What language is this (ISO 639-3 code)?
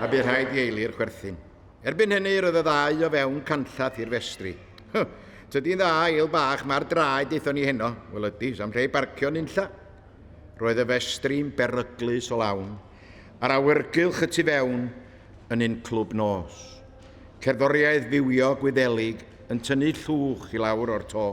cym